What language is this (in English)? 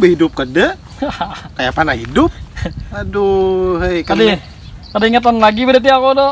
Banjar